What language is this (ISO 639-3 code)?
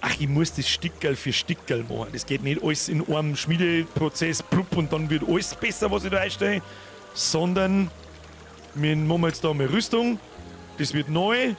bar